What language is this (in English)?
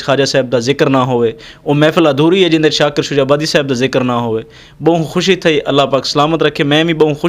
Saraiki